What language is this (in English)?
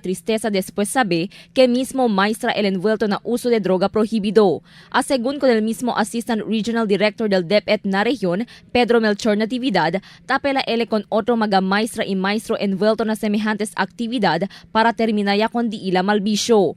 Chavacano